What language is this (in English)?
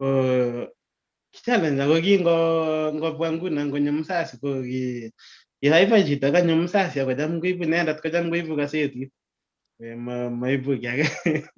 Kalenjin